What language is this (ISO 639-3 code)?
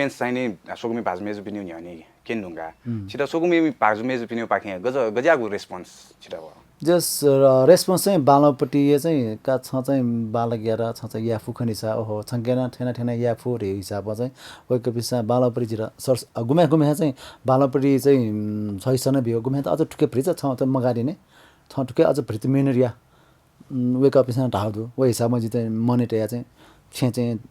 new